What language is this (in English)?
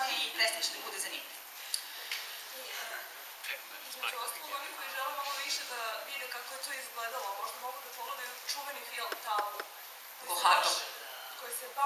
Serbian